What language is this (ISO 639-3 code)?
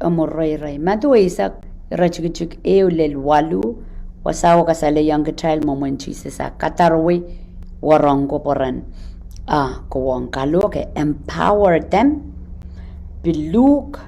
pon